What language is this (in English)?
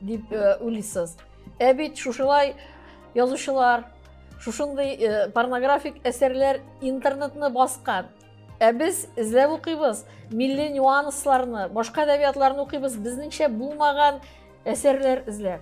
Tatar